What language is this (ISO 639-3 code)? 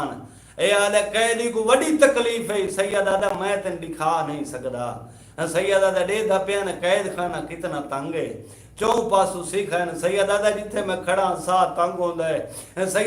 skr